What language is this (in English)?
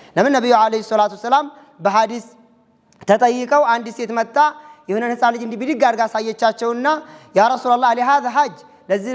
Amharic